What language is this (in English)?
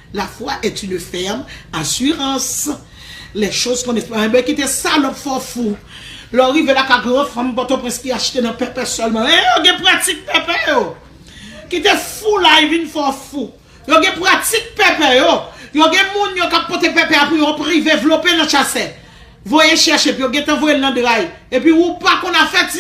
Haitian Creole